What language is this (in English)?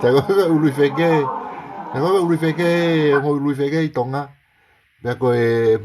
Tongan